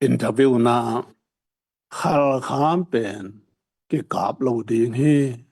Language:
Tedim Chin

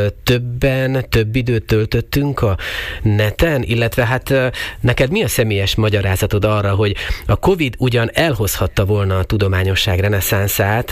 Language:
Hungarian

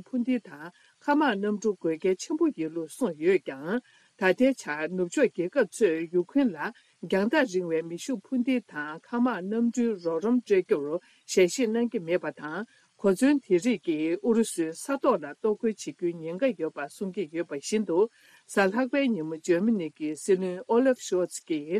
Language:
Tibetan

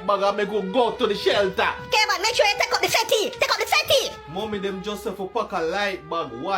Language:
Jamaican Creole English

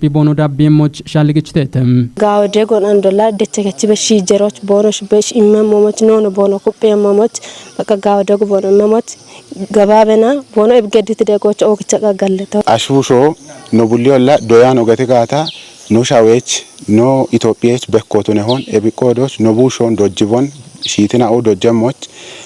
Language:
Kafa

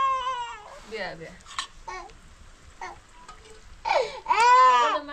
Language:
Persian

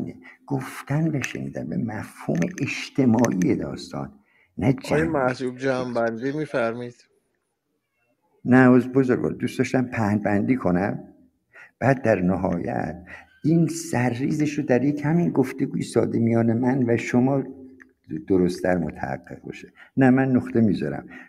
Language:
Persian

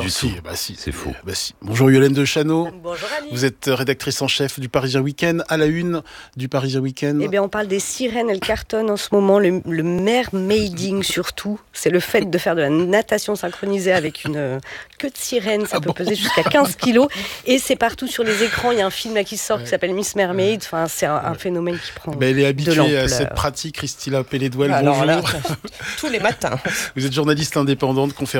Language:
French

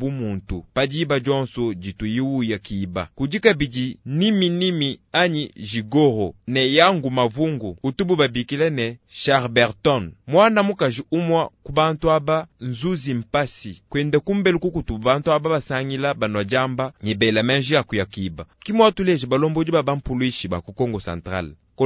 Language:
Luba-Lulua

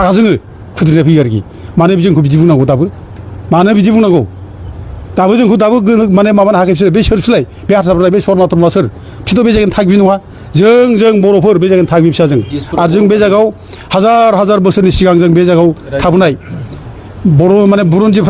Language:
Bodo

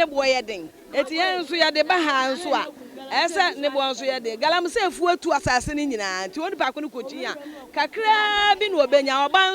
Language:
Akan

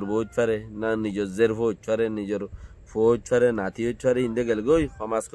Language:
Rohingya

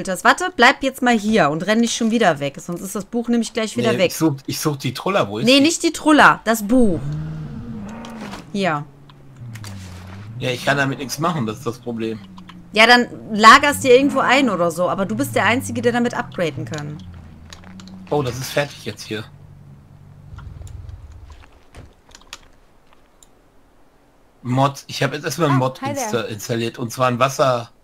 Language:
German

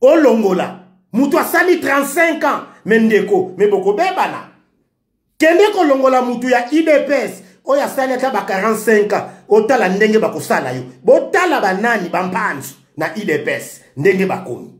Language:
Lingala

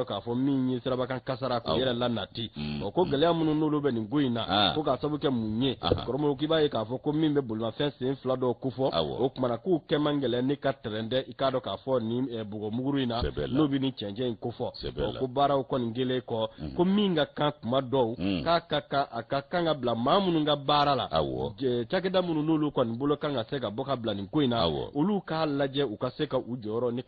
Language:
Bambara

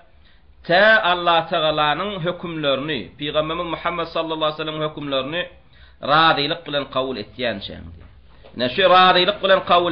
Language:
Turkmen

